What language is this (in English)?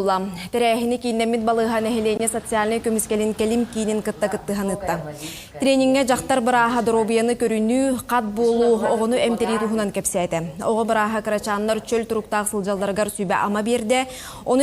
Yakut